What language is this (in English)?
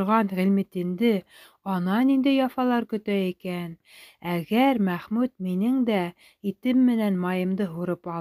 Bashkir